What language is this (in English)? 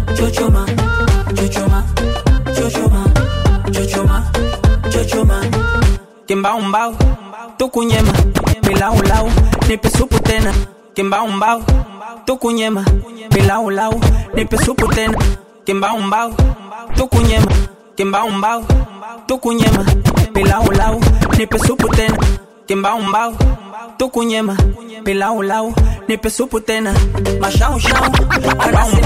Swahili